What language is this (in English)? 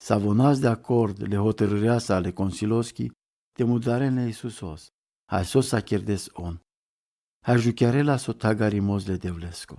Romany